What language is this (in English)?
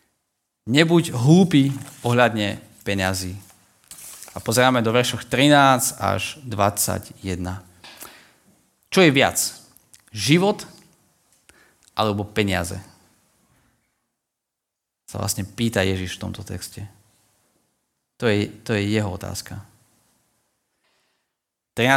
Slovak